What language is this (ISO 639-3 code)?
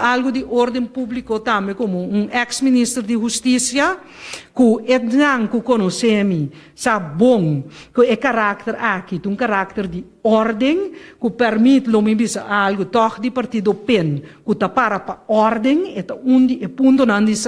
pap